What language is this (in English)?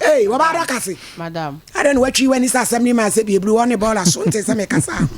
Akan